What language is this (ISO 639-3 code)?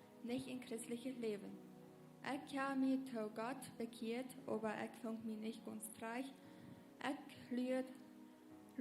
pdt